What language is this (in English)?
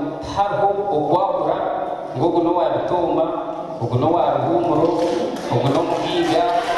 Nyankole